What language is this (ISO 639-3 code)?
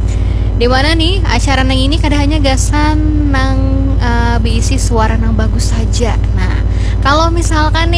bjn